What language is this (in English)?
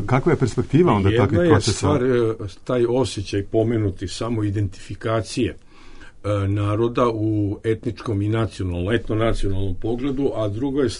Bosnian